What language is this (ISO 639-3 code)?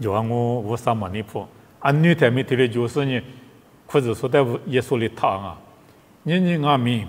lis